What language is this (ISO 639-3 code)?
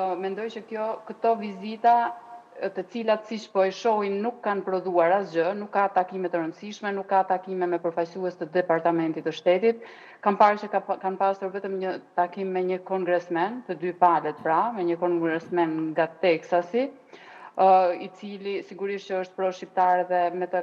sqi